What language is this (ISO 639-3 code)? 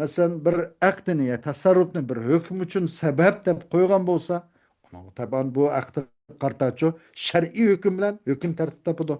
uig